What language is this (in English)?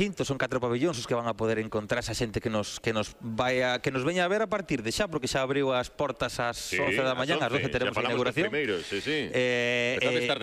Galician